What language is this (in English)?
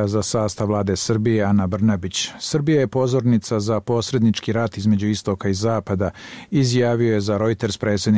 Bosnian